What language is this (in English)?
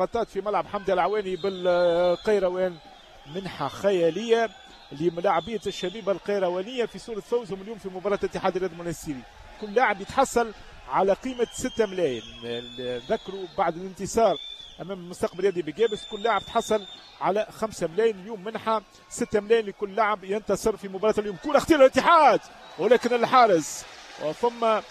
Tunisian Arabic